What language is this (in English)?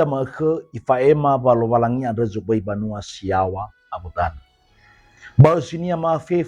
Nias